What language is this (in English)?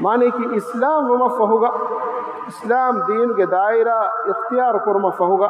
Divehi